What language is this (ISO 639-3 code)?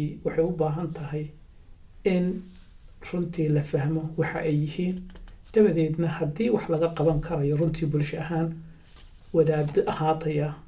som